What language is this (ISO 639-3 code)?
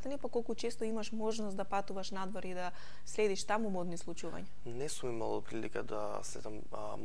mkd